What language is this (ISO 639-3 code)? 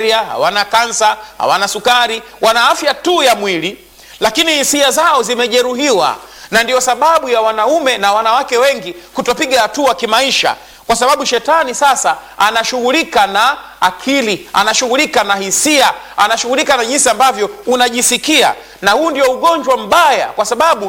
swa